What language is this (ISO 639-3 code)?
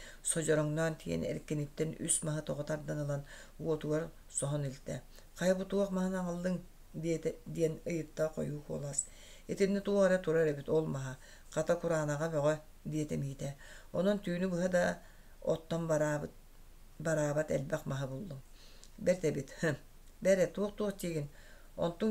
sah